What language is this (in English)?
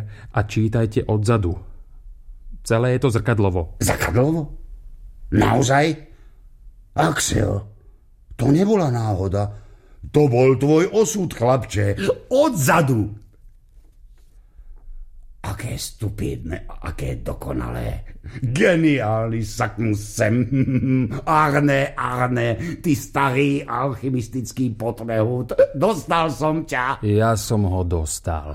Slovak